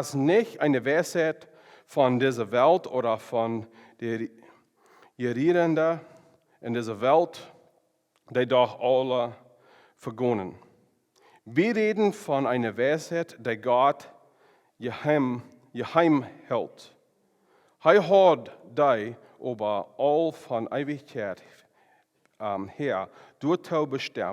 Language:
Plautdietsch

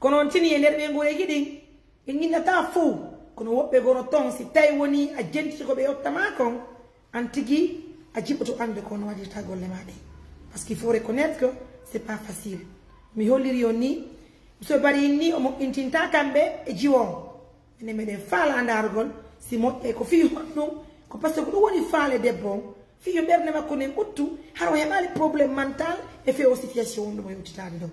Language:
Pular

